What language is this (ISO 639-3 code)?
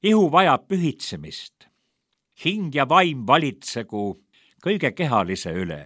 est